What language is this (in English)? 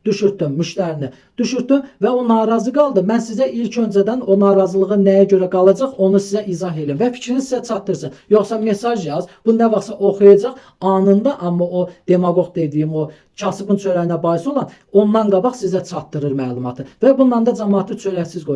Azerbaijani